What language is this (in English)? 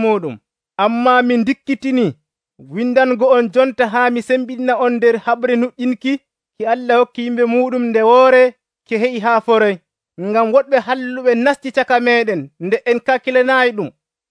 Nigerian Fulfulde